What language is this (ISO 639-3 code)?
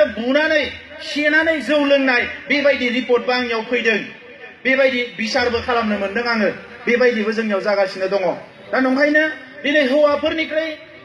brx